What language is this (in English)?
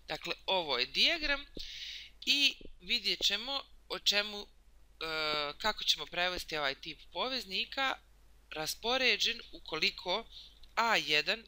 Bosnian